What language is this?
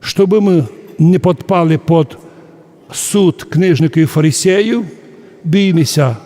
Rusyn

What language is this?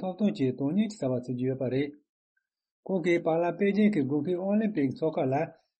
Tibetan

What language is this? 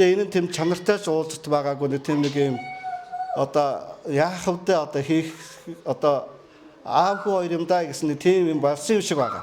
Mongolian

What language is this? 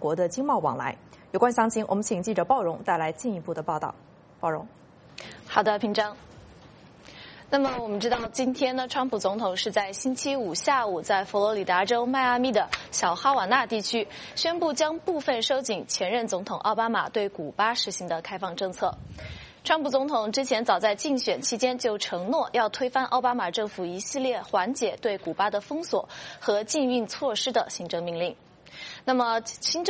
Chinese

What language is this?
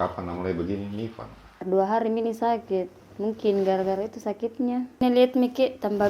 Makassar Malay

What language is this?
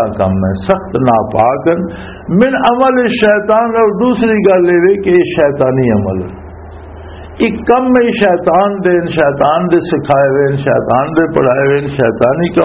Western Panjabi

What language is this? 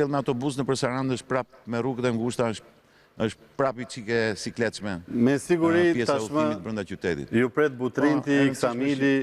Albanian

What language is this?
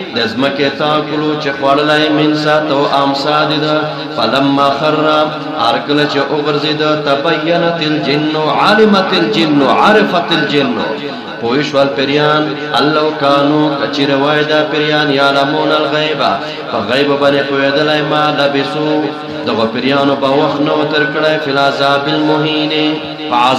Pashto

